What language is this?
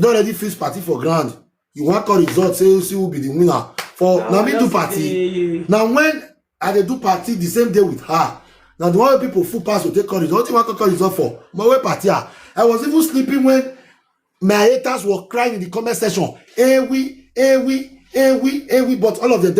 Nigerian Pidgin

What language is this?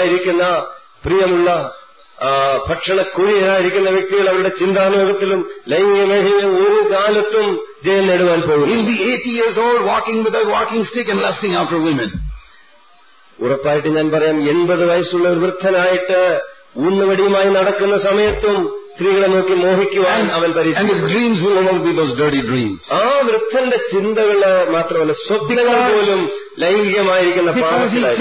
Malayalam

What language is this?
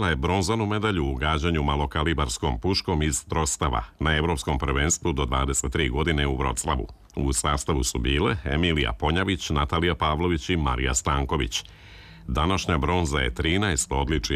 Serbian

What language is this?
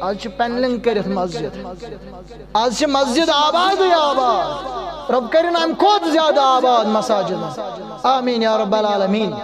Kashmiri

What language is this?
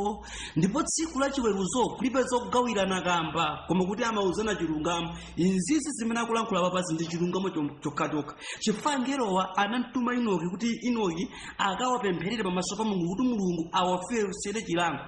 Nyanja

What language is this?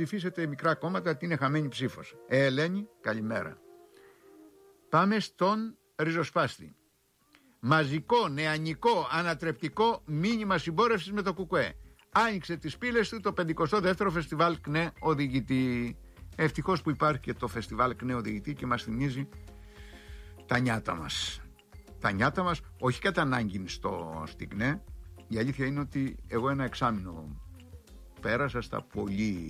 Greek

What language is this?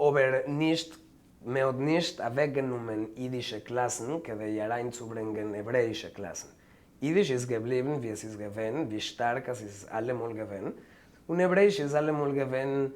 Yiddish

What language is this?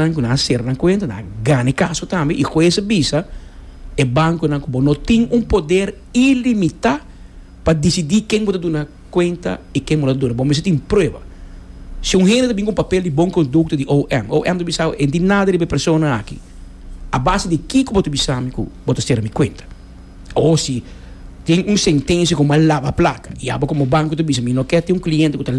Papiamento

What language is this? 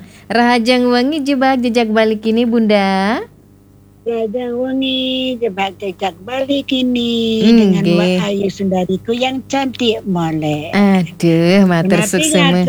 Balinese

